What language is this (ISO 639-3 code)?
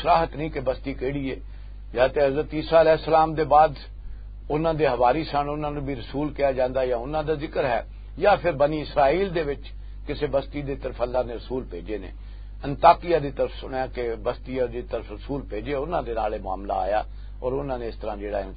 lah